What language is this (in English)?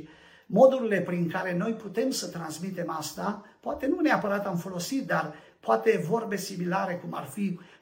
Romanian